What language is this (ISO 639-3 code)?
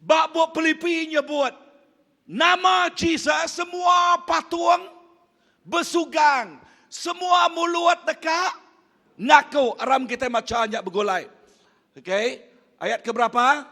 iba